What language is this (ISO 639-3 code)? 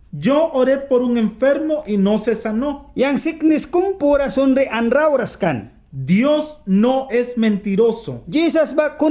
miq